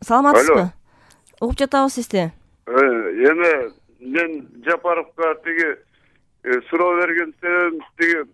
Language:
Kyrgyz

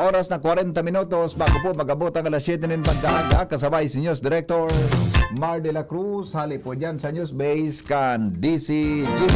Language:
Bikol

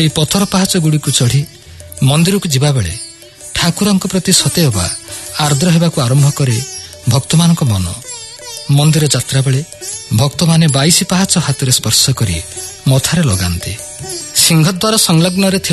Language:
Odia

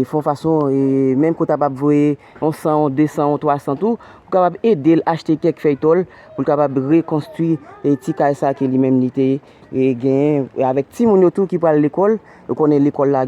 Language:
Haitian Creole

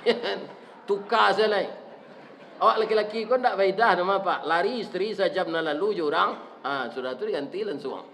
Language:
Minangkabau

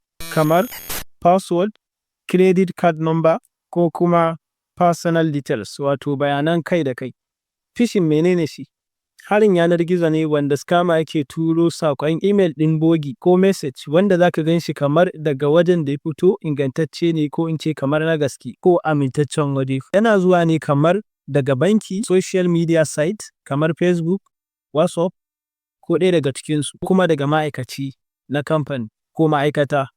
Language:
Hausa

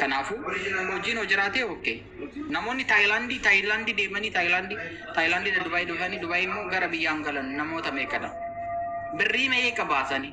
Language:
Oromo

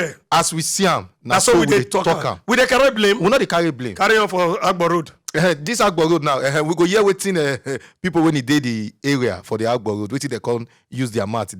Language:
Nigerian Pidgin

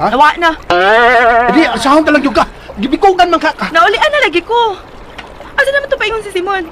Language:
Cebuano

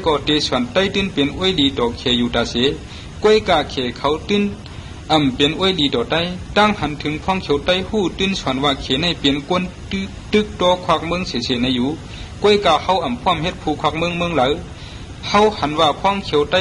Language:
Shan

